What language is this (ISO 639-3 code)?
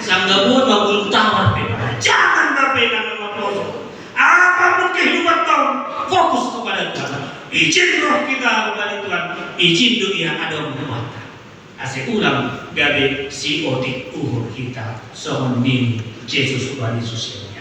bts